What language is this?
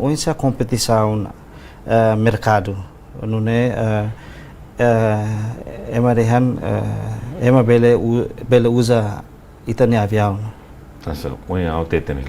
Tetum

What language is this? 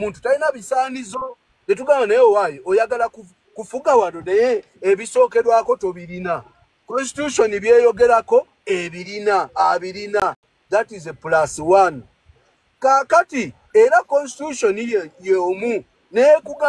Ganda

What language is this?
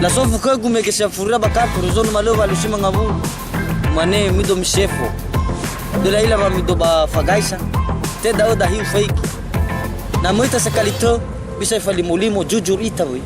Nias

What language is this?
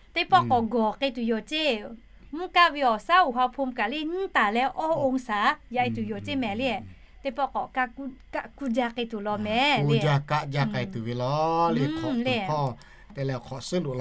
Lahu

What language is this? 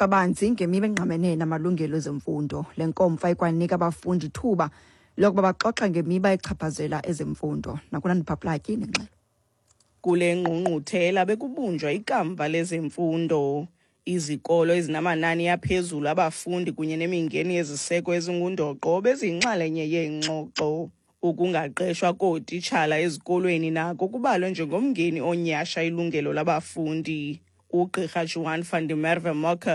Xhosa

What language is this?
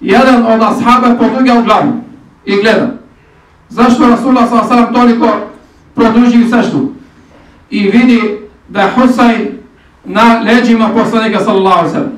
Bosnian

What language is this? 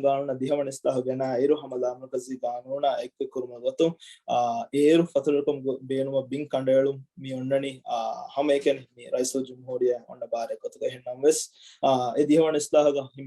Divehi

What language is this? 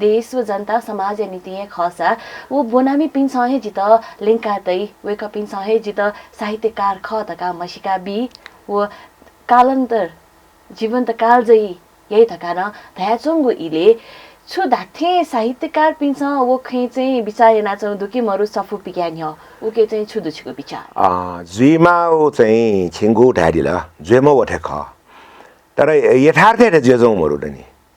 Newari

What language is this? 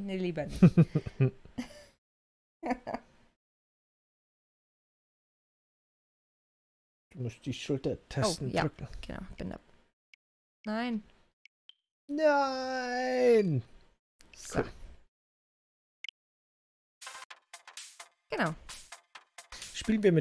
German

